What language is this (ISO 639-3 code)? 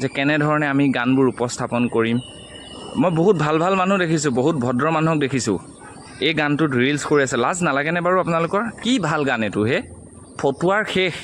asm